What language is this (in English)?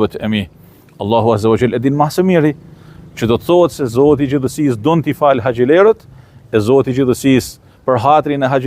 Albanian